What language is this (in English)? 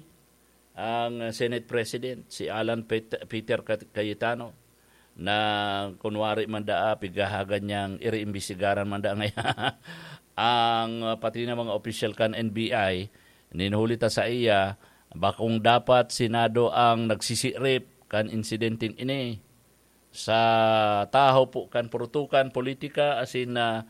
Bikol